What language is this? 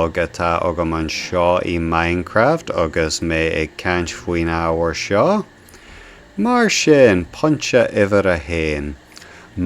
Irish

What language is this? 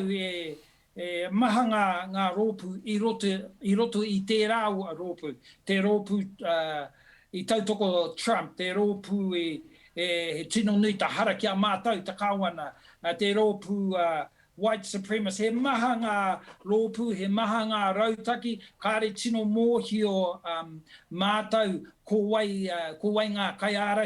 Māori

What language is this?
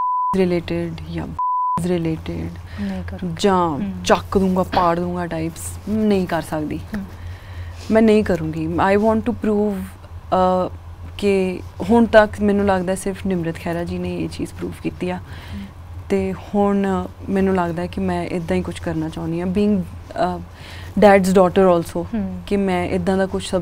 Punjabi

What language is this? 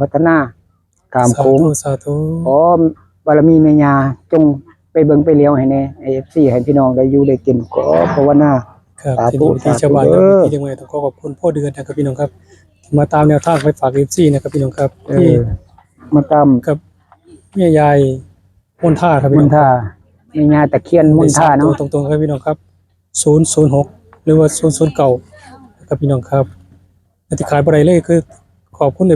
Northeastern Thai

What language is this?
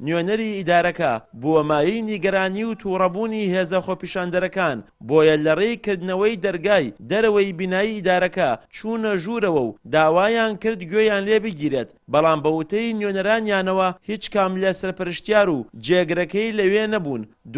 Central Kurdish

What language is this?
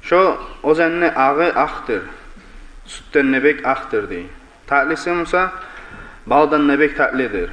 Kumyk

